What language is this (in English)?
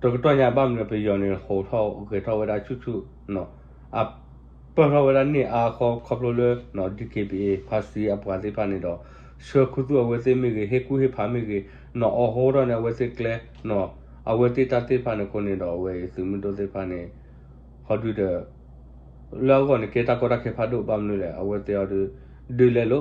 S'gaw Karen